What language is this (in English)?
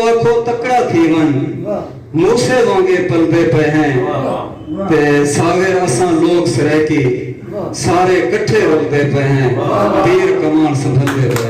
Saraiki